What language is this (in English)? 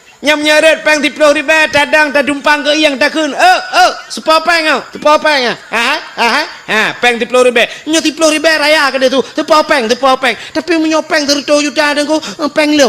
Achinese